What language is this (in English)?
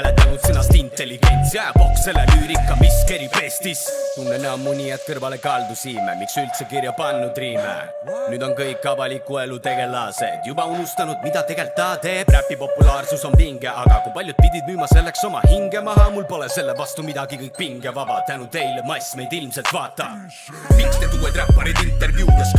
Estonian